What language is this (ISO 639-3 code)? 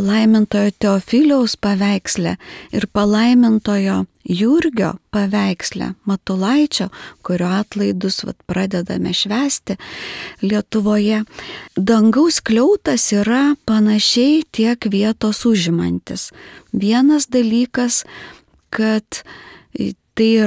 lit